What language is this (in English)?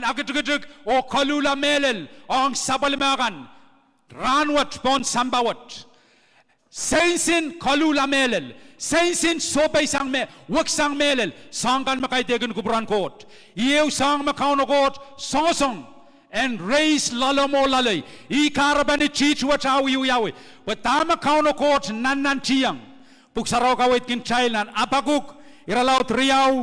Pohnpeian